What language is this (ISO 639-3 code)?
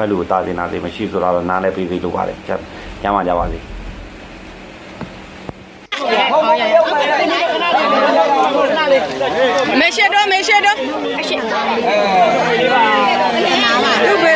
mya